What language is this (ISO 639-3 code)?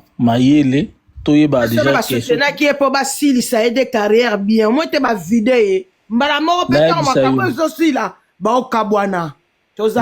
lin